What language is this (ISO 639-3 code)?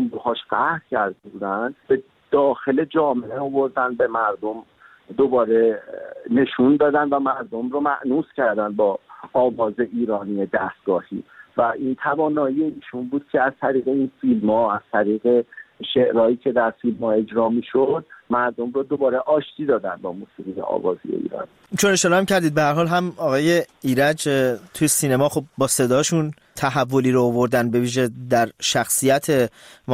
fas